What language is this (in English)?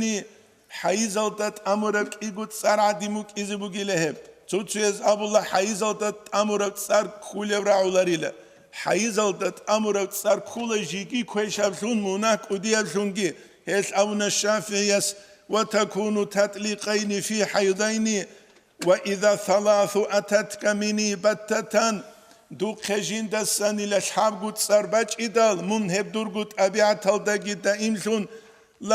Avaric